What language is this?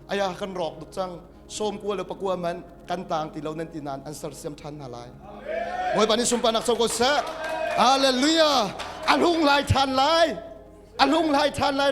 Hakha Chin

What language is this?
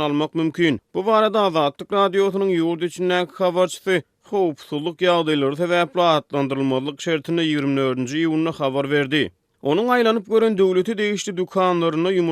Turkmen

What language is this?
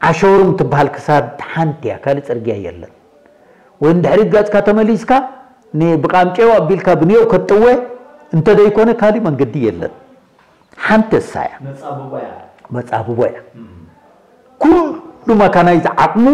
Tigrinya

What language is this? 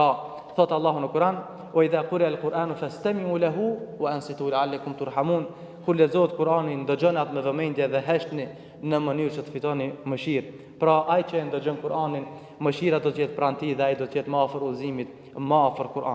Albanian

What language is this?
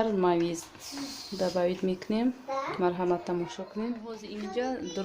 Tajik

